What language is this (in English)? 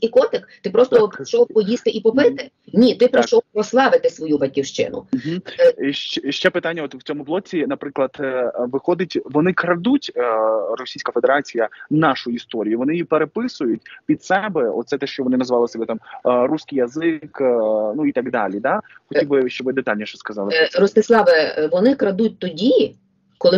Ukrainian